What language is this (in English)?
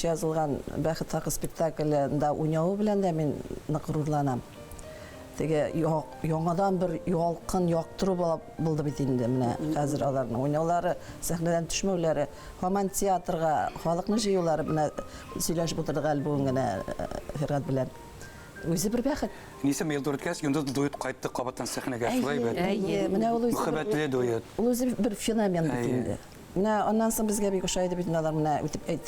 Bashkir